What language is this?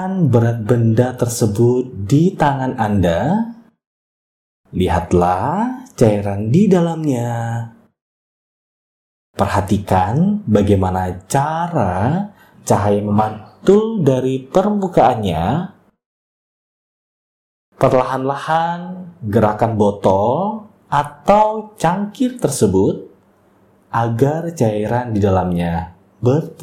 Indonesian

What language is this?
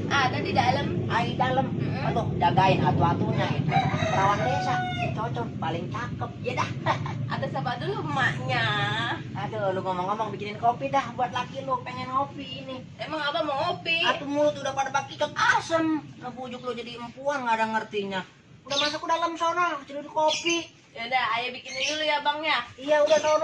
Betawi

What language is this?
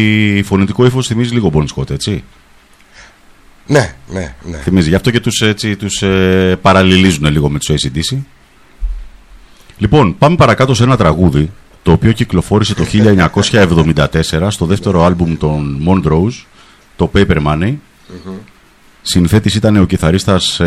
Greek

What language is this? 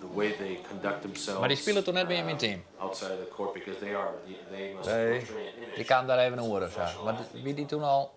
Western Frisian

